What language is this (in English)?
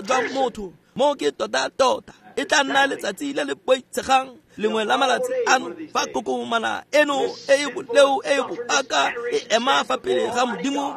Tswana